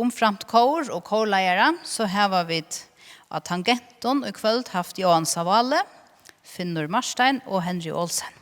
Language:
Faroese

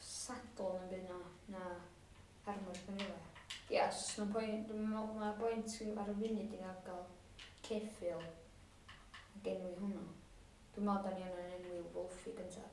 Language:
Welsh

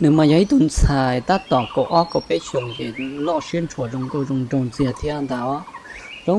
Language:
Hmong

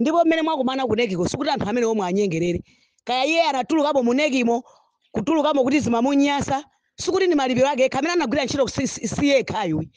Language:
Nyanja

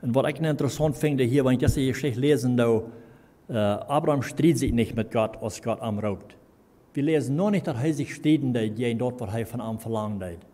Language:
Plautdietsch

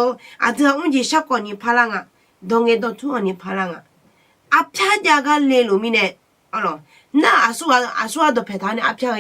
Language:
Akha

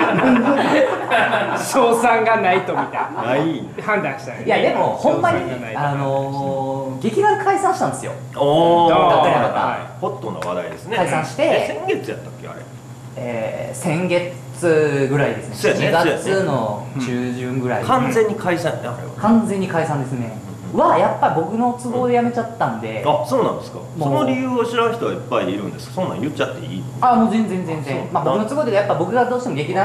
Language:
Japanese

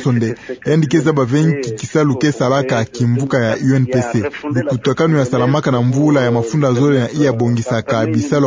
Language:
Kituba (Democratic Republic of Congo)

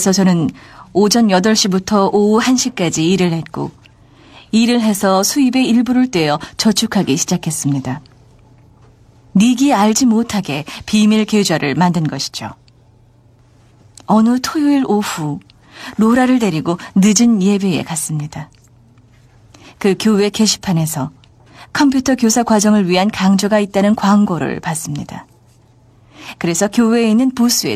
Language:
Korean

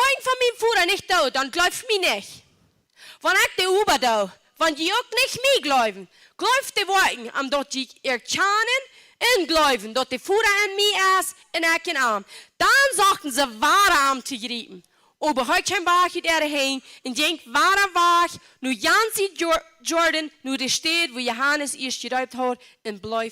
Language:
Plautdietsch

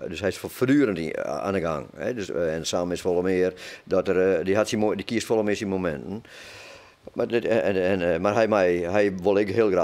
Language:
Western Frisian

